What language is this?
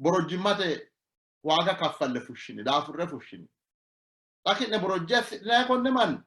Sidamo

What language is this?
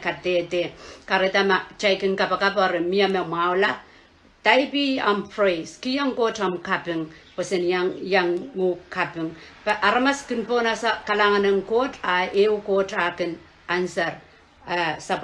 Pohnpeian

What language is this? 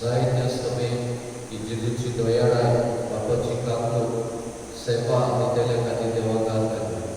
Konkani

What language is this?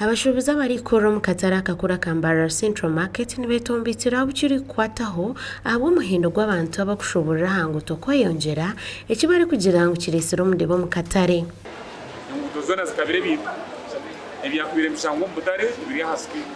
Nyankole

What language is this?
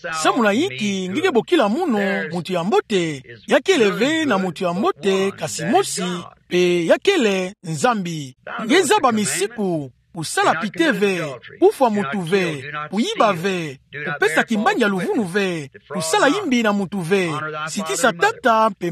Kituba (Democratic Republic of Congo)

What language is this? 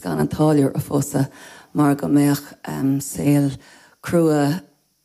Irish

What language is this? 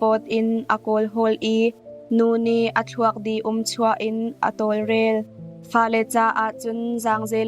Hakha Chin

